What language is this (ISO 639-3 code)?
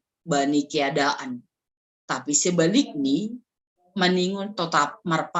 bts